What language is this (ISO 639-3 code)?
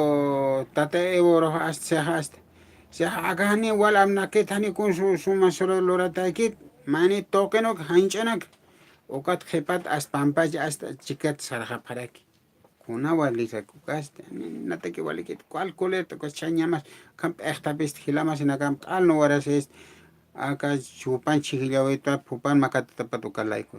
aym